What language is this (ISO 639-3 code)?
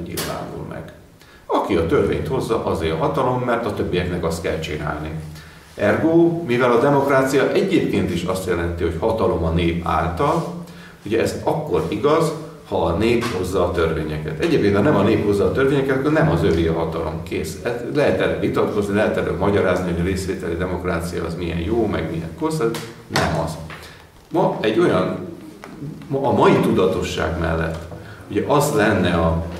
hun